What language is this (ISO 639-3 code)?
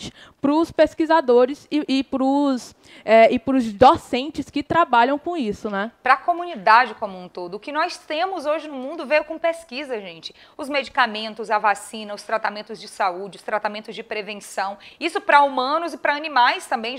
por